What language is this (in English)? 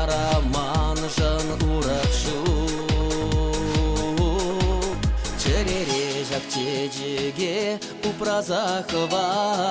Chuvash